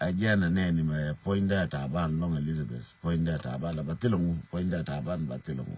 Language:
Nuer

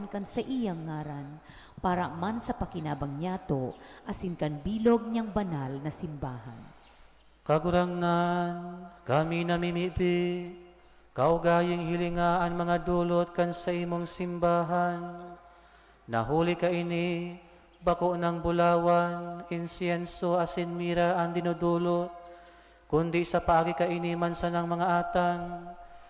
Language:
Bikol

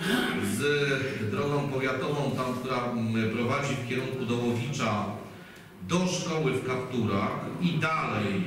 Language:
Polish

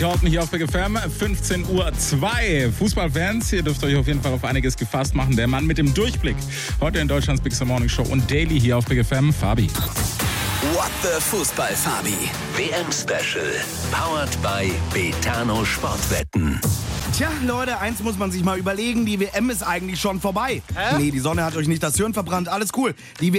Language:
German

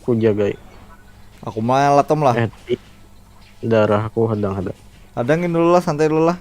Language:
Banjar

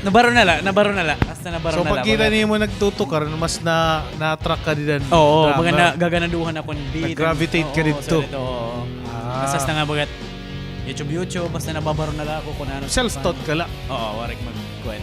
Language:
Waray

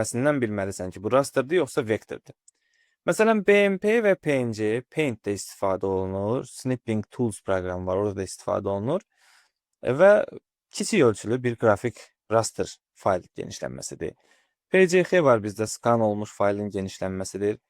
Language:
Azerbaijani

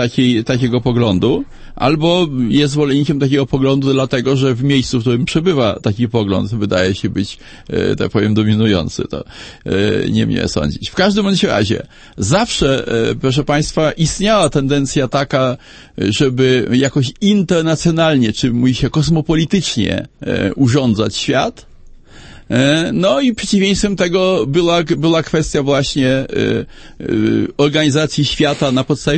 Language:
Polish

